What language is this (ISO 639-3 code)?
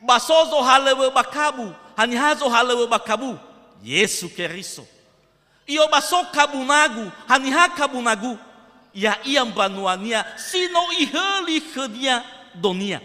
nia